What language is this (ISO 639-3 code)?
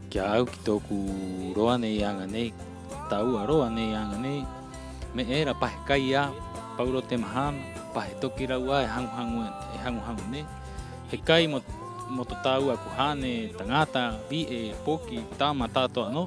rap